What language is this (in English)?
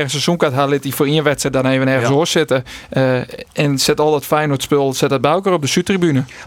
Western Frisian